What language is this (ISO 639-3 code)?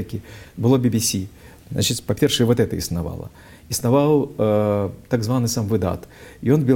bel